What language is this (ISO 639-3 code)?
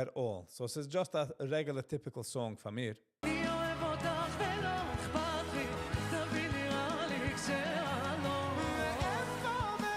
yid